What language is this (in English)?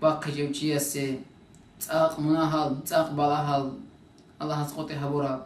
Avaric